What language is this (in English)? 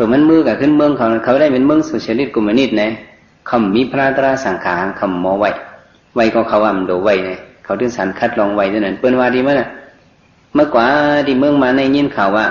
Shan